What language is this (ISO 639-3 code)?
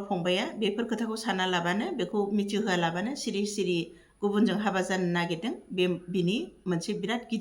brx